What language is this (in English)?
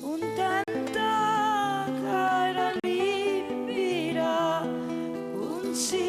Sicilian